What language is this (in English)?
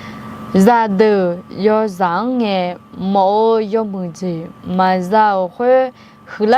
Akha